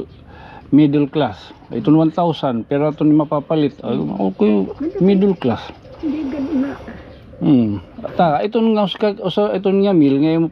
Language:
Waray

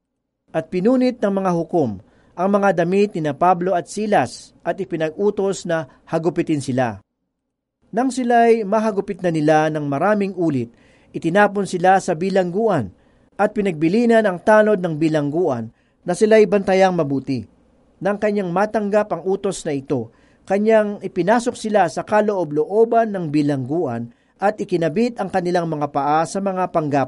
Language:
Filipino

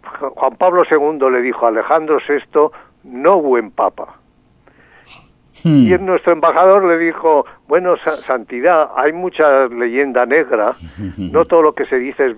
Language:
Spanish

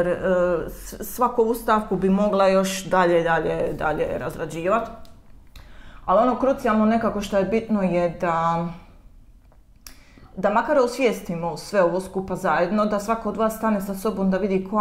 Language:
Croatian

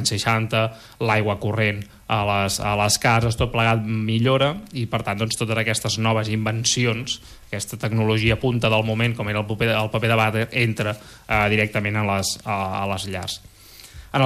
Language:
Catalan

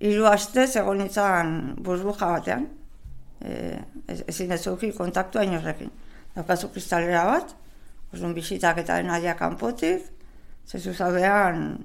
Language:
Basque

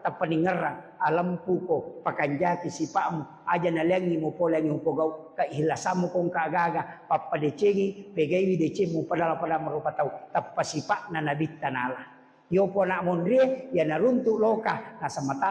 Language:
Buginese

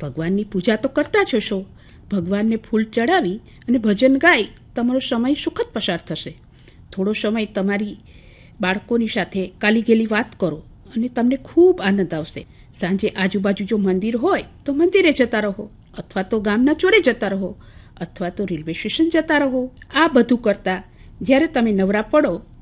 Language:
Gujarati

